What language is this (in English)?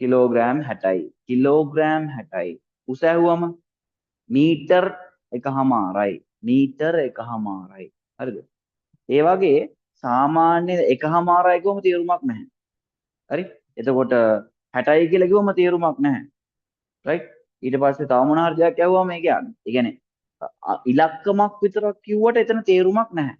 Sinhala